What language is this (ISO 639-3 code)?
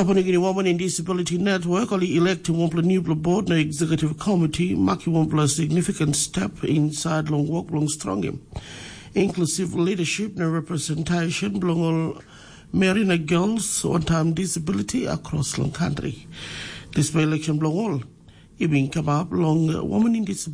tpi